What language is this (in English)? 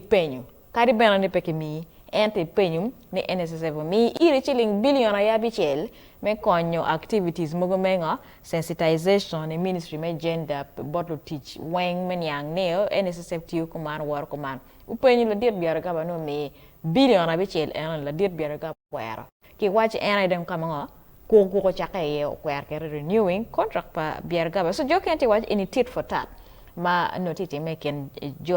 Acoli